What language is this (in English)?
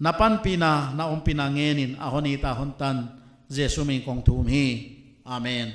Paite Chin